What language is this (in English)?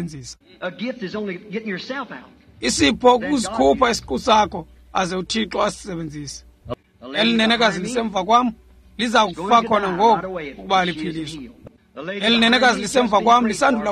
Xhosa